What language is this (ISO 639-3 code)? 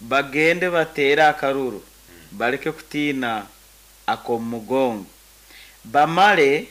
nyo